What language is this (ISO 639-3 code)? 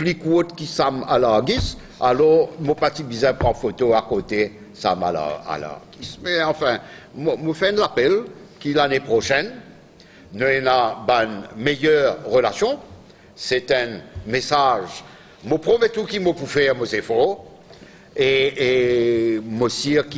mfe